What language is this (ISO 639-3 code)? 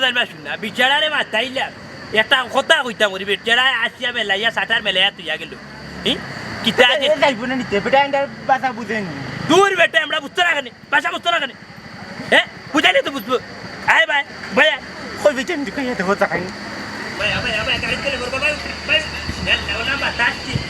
syl